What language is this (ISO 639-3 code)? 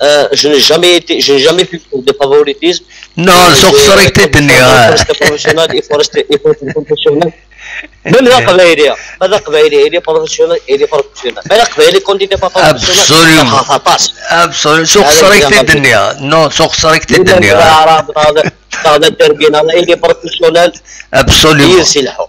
kab